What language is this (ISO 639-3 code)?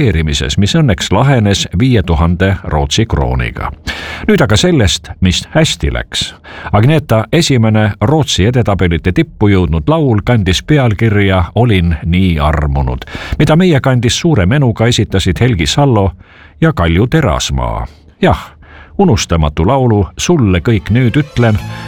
est